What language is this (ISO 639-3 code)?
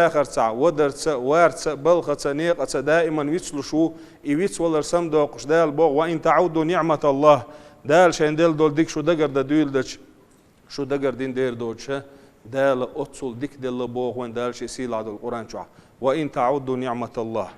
che